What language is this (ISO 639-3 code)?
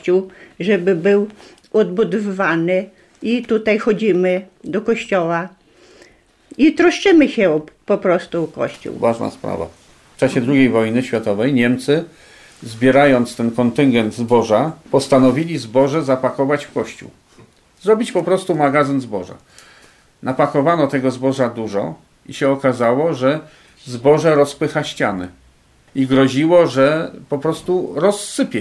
pol